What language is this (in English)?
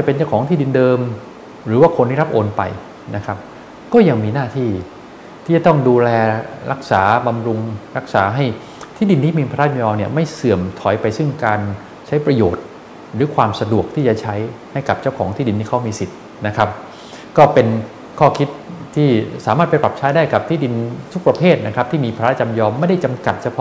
Thai